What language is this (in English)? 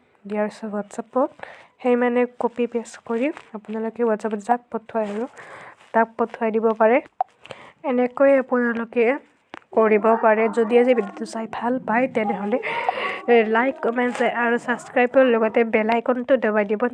Assamese